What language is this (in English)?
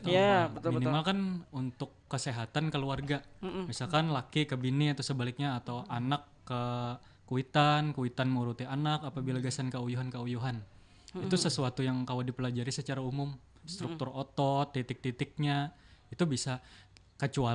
Banjar